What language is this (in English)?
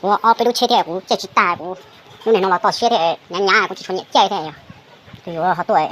Hmong